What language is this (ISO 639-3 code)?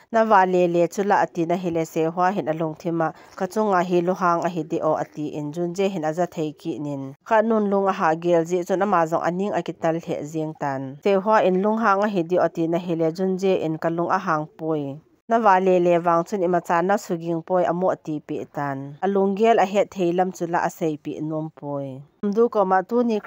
tcz